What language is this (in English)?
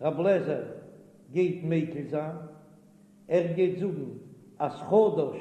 Yiddish